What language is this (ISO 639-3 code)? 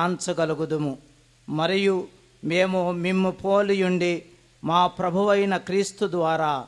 tel